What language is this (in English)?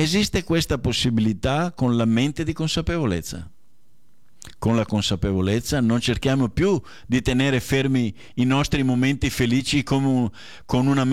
Italian